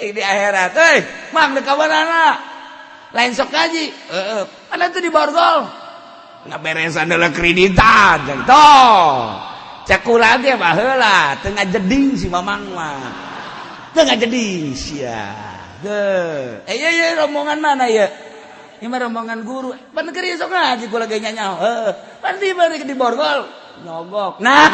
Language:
Sundanese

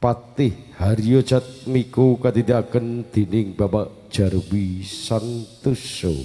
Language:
Javanese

